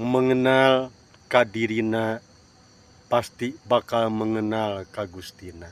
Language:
Sundanese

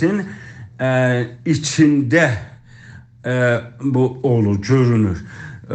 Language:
South Azerbaijani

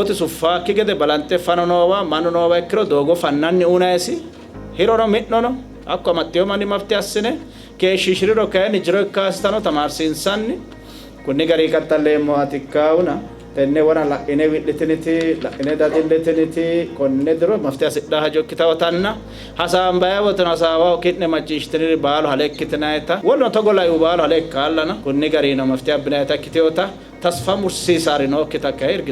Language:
Sidamo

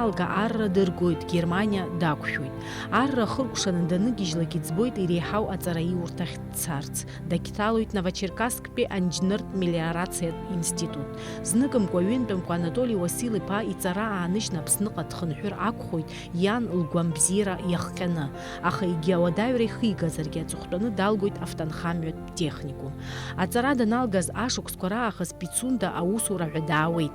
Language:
Abkhazian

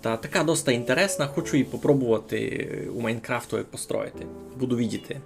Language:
Rusyn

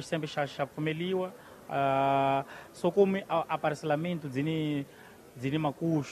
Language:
Tsonga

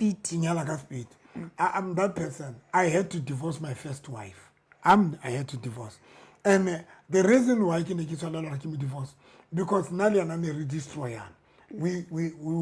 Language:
Southern Sotho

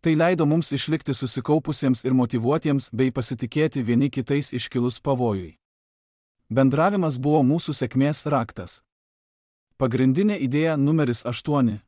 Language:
Lithuanian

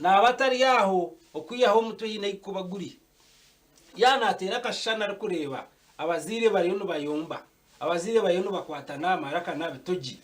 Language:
Nyankole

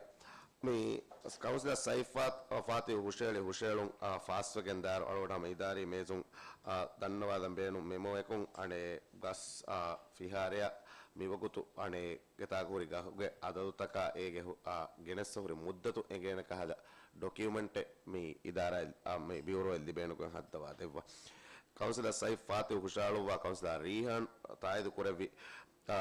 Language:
Divehi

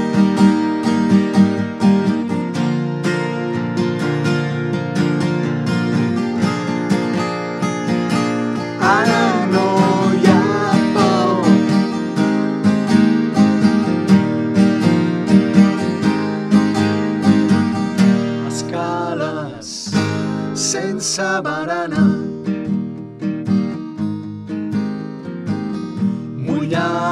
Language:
Catalan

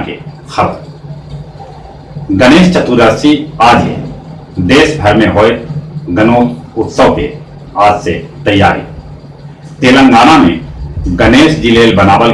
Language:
Magahi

